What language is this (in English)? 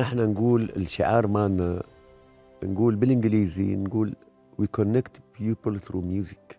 Mesopotamian Arabic